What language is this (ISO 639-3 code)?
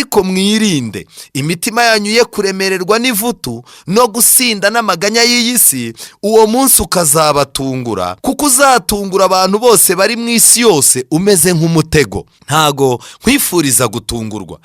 kin